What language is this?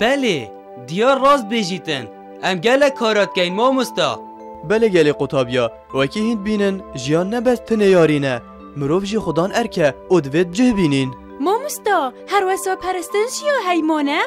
Kurdish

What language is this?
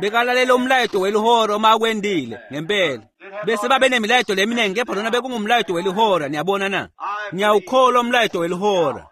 Swati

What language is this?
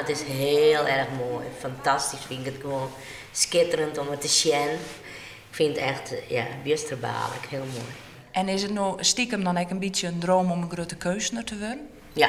Western Frisian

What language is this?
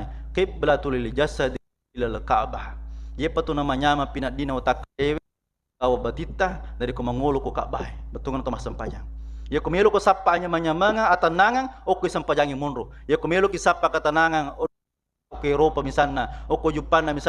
Buginese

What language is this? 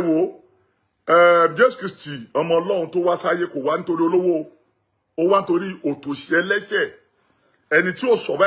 Yoruba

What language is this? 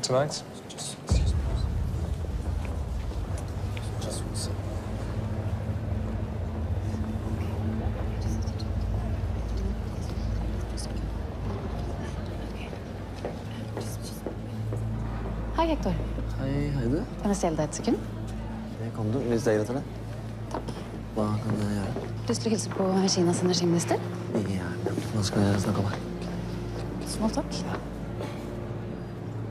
Norwegian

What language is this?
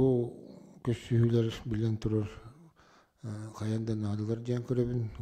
Yakut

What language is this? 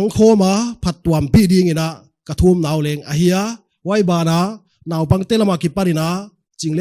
Paite Chin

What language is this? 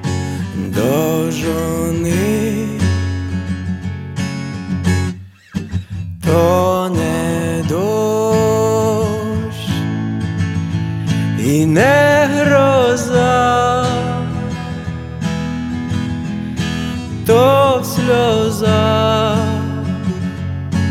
Ukrainian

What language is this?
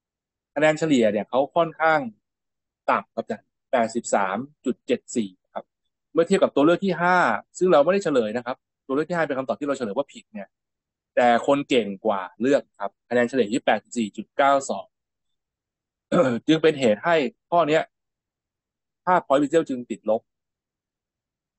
Thai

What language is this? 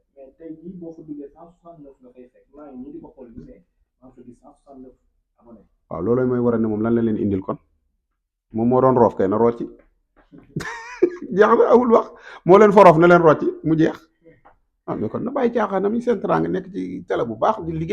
Wolof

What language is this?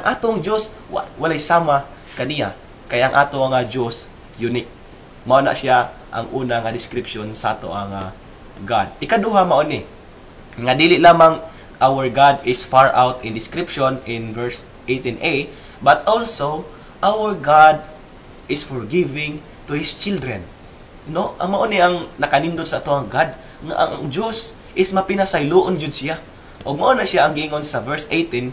Cebuano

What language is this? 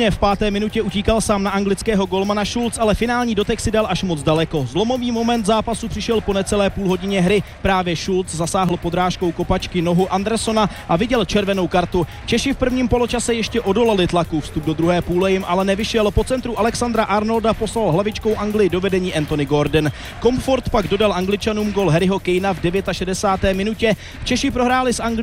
Czech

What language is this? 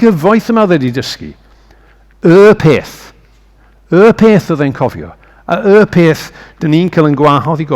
Welsh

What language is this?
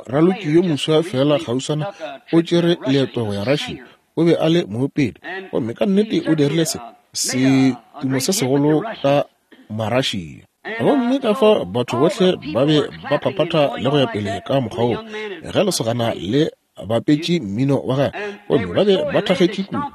Northern Sotho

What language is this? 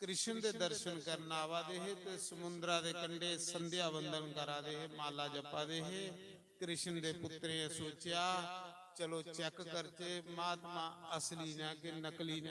Dogri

